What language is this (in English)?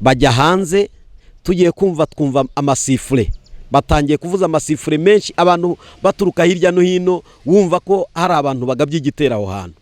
Kinyarwanda